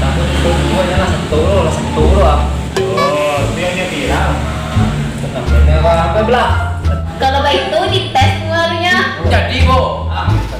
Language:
Minangkabau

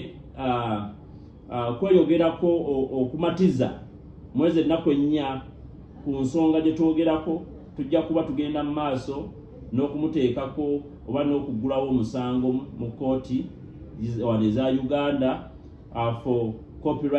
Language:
Ganda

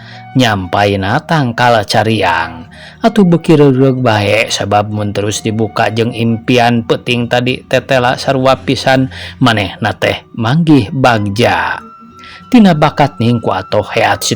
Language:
Sundanese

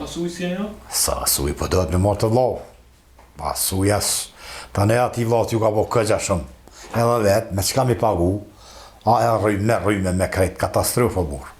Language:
Albanian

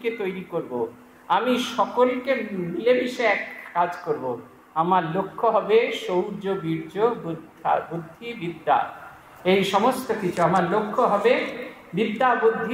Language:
Bangla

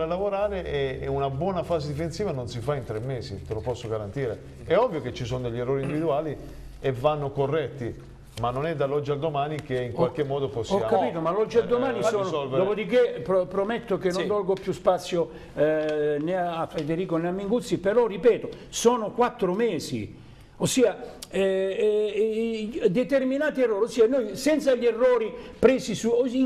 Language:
Italian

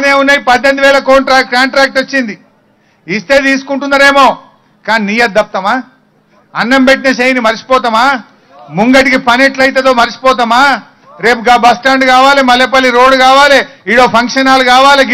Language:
Telugu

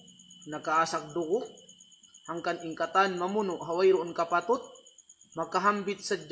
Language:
Tausug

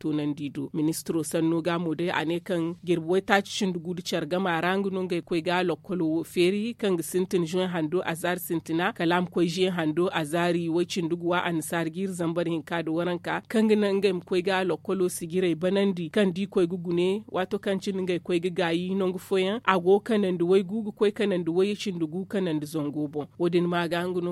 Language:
Zarma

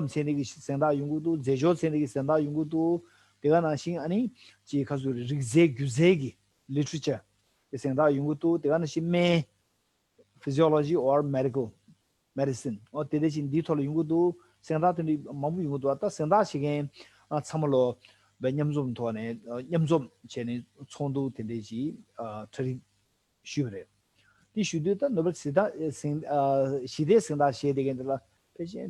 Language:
Tibetan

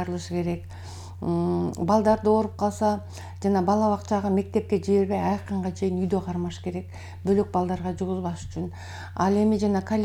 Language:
Kyrgyz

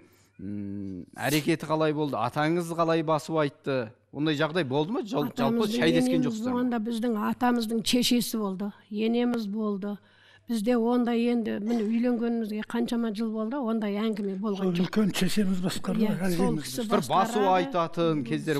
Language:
Kazakh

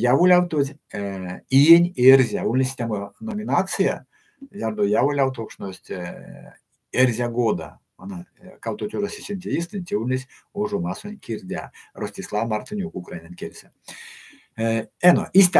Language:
Erzya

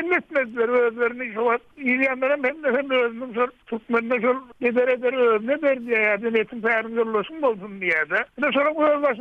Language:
Turkmen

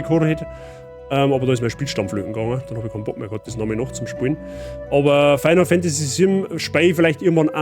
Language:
Bavarian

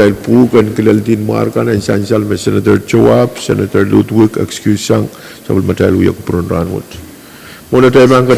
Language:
Pohnpeian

